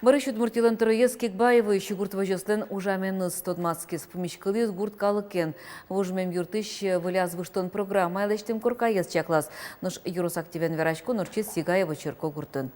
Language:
Udmurt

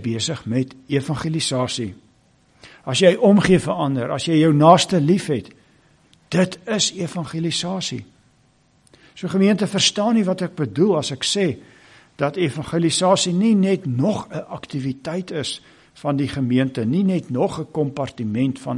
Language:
Afrikaans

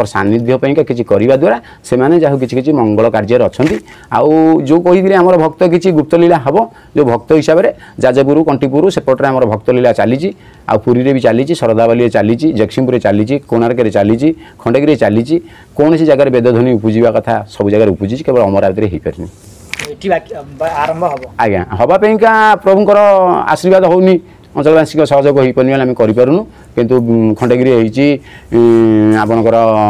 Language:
Odia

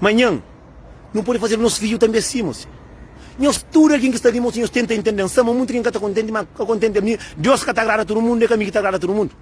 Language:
Kabuverdianu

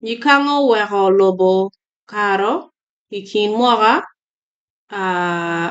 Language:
Acoli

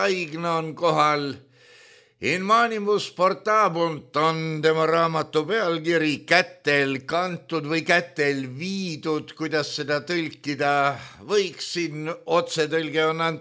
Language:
Estonian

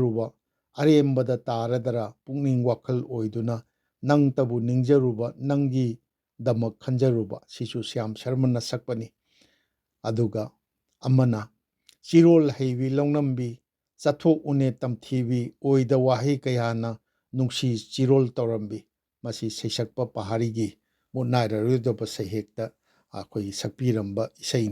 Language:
Manipuri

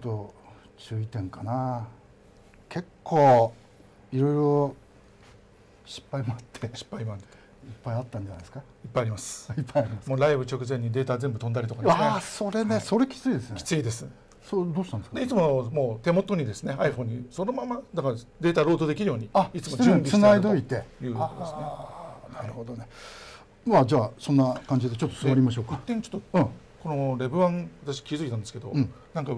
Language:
Japanese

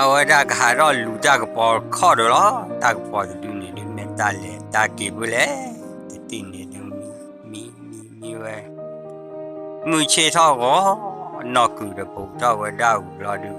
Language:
S'gaw Karen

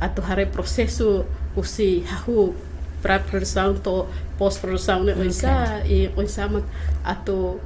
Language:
Tetum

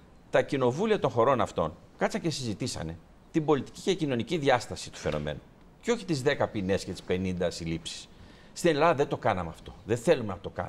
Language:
Greek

